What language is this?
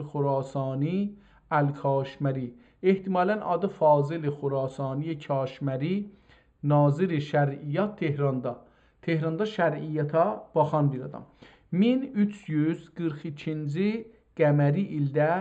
South Azerbaijani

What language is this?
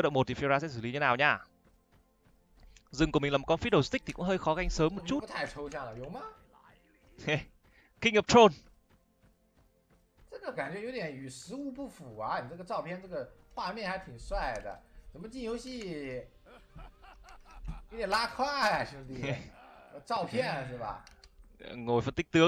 Vietnamese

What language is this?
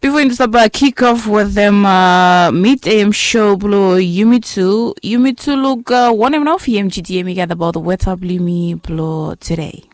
Bislama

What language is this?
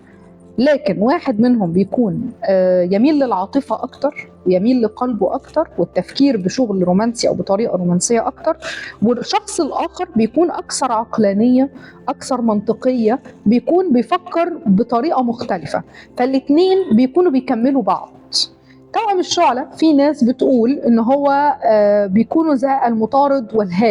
Egyptian Arabic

